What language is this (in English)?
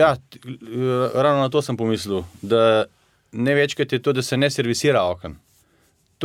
Slovenian